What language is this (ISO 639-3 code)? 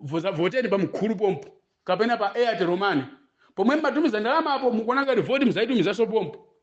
nya